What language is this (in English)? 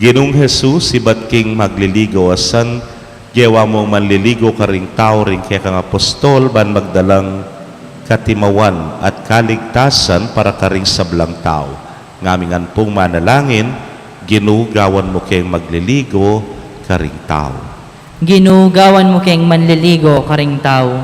Pampanga